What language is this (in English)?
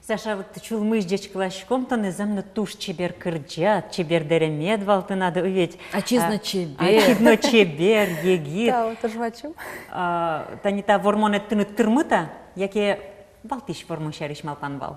Udmurt